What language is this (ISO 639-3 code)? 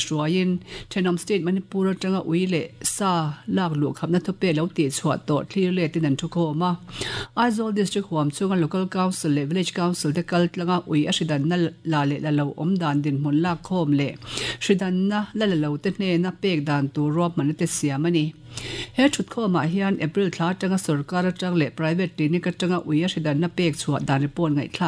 lus